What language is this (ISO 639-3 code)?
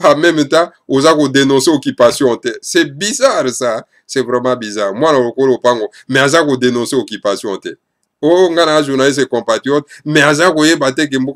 lin